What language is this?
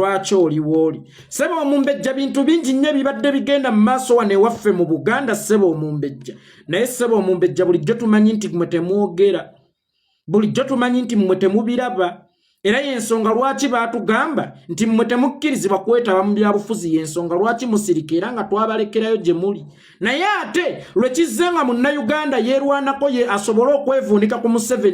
Ganda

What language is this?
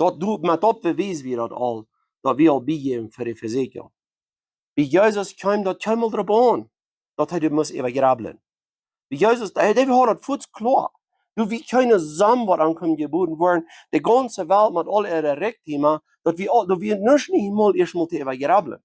Plautdietsch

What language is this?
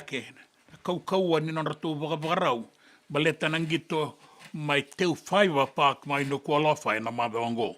Fijian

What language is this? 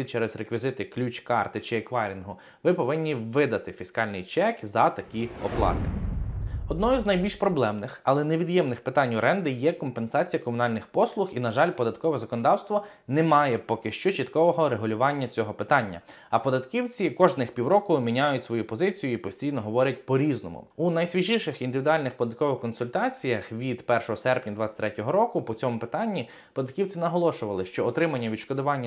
Ukrainian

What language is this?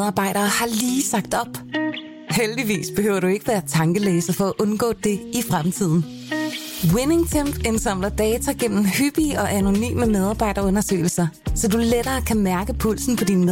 Danish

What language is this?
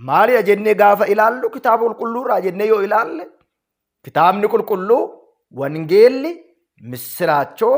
Oromo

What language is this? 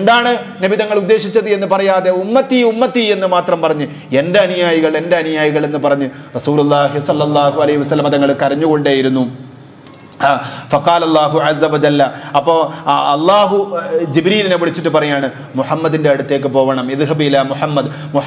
Malayalam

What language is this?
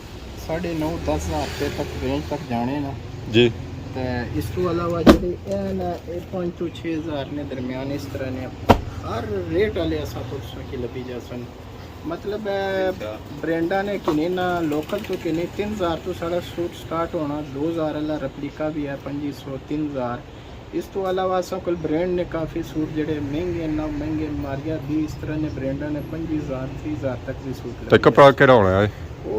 Pahari-Potwari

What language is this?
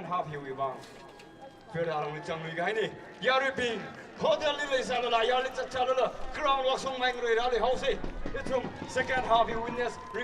Tangkhul Naga (India)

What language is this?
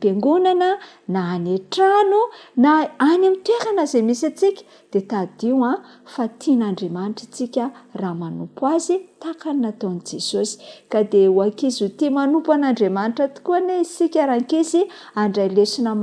Malagasy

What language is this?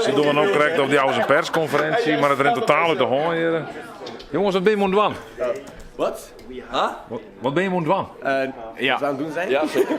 Western Frisian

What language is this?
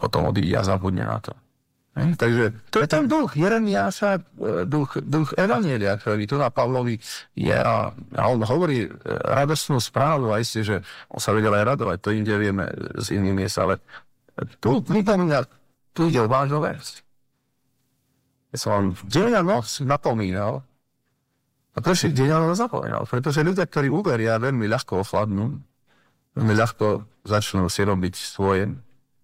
Slovak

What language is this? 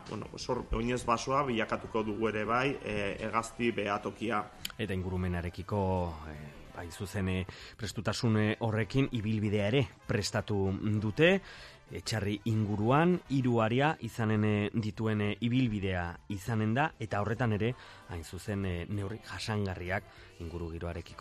Basque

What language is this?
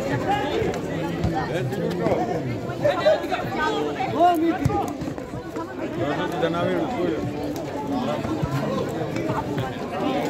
Croatian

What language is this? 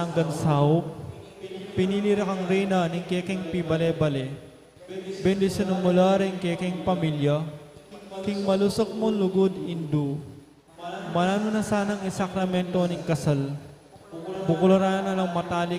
Pampanga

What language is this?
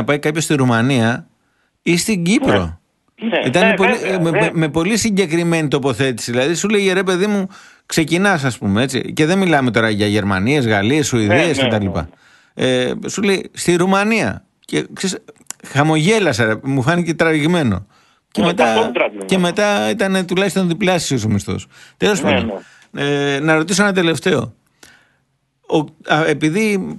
Greek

